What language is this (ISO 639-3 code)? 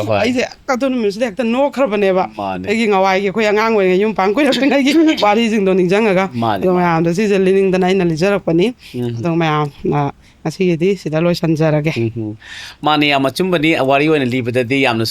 mni